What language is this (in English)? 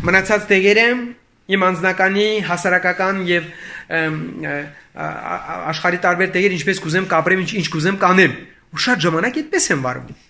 Armenian